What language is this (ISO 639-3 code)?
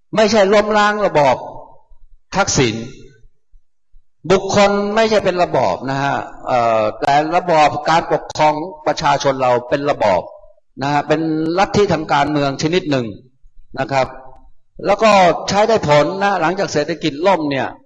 tha